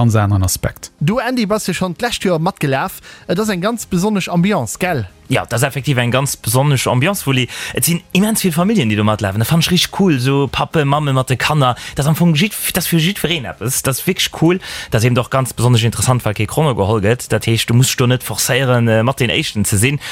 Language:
Luxembourgish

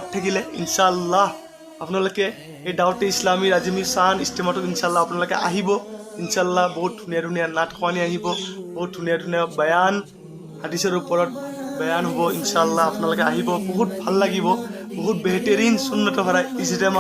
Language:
Assamese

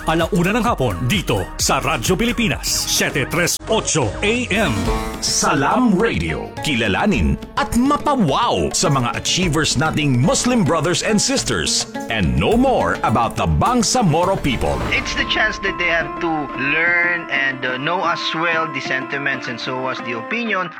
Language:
Filipino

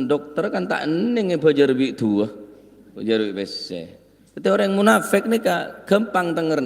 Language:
Madurese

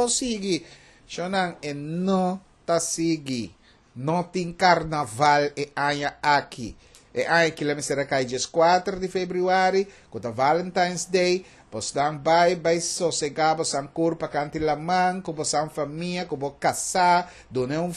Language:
Papiamento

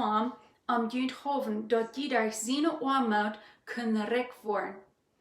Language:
Plautdietsch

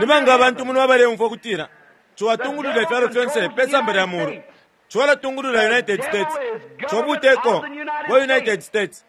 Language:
Bemba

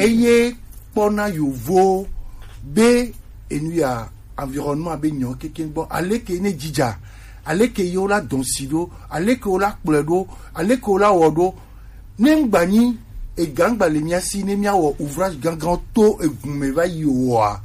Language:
Gen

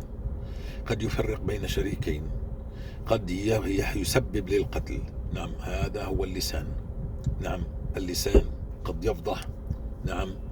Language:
North Levantine Arabic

